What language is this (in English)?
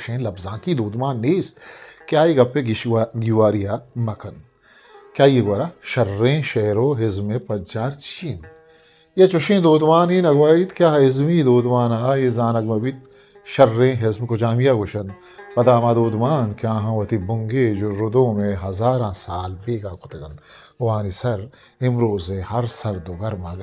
Eastern Balochi